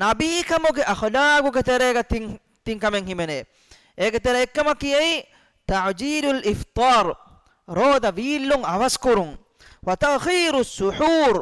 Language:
Divehi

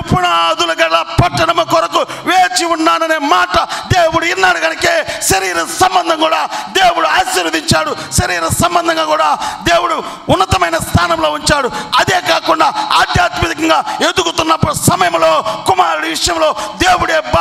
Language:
Telugu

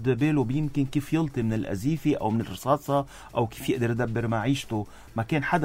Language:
North Levantine Arabic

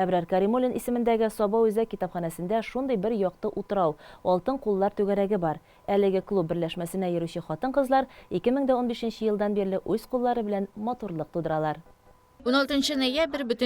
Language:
Tatar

